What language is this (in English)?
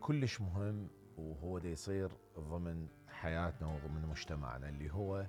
Mesopotamian Arabic